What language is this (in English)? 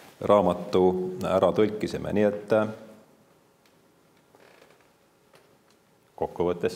Estonian